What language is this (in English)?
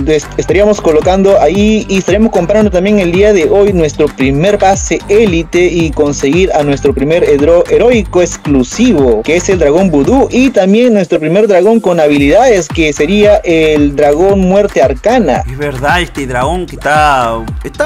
Spanish